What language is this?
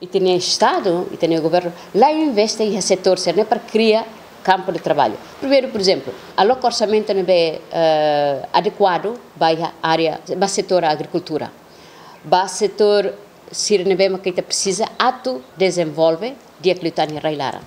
Tetum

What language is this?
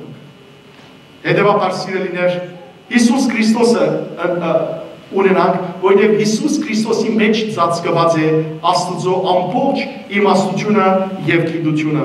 Western Armenian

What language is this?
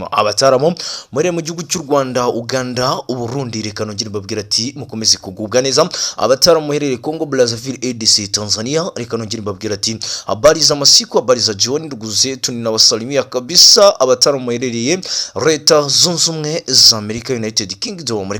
Kinyarwanda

